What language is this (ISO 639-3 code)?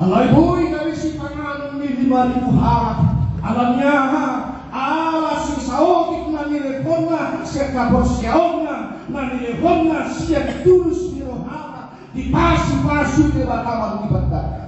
bbc